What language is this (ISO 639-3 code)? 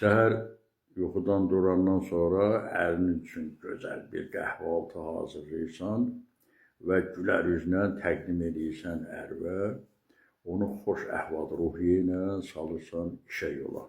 aze